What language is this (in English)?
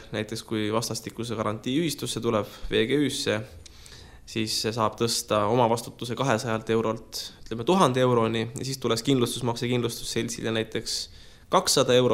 Estonian